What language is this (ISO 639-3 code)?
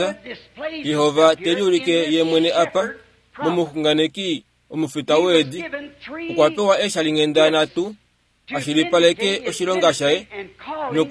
kua